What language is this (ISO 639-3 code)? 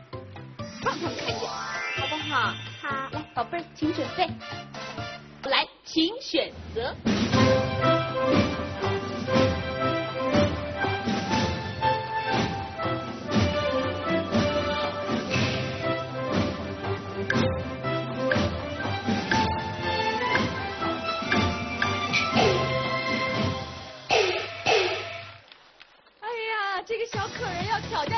zho